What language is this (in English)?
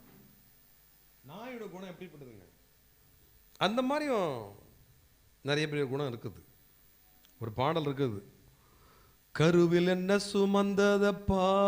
Tamil